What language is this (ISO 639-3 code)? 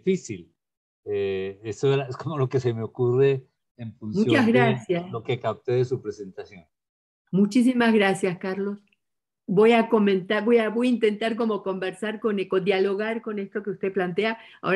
spa